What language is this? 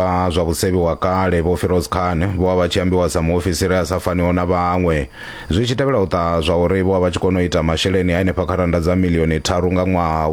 Venda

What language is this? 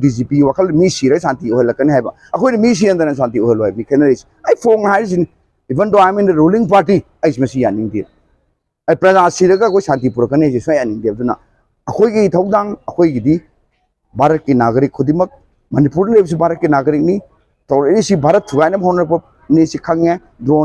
Manipuri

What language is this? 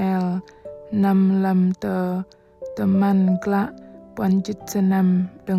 Bahnar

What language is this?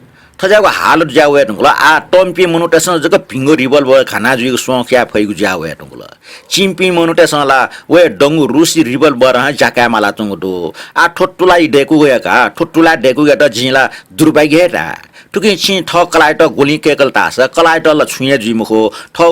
Newari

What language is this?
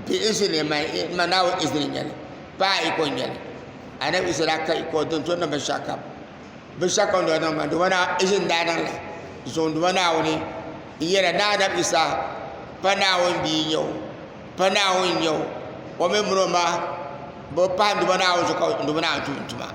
Dagbani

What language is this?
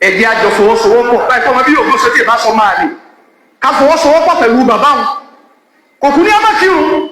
Yoruba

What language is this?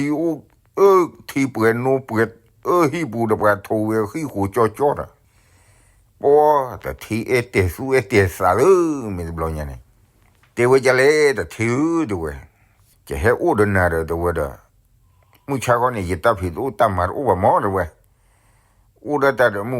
S'gaw Karen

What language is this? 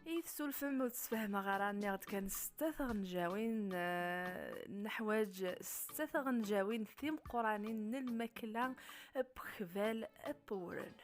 Kabyle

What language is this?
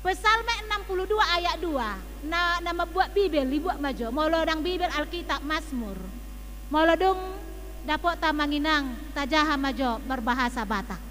Batak Toba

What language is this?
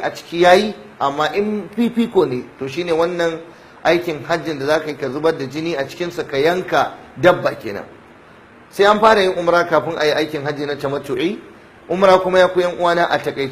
Hausa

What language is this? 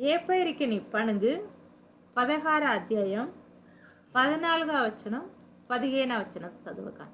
Koya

